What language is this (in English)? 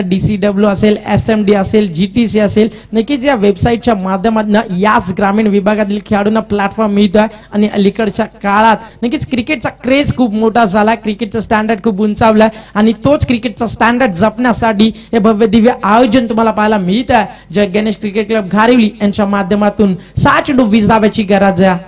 Marathi